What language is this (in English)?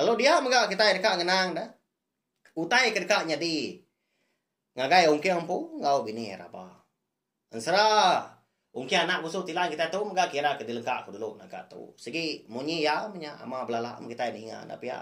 Iban